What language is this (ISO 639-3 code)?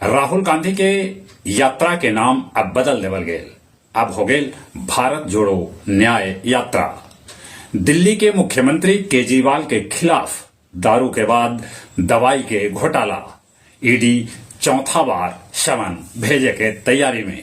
mag